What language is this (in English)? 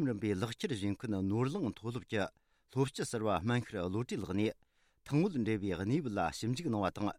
Tibetan